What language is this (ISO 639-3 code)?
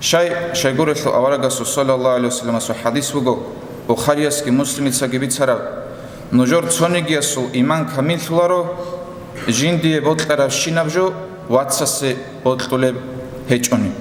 ava